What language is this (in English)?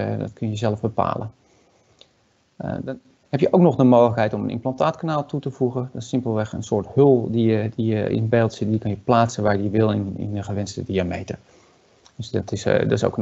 Dutch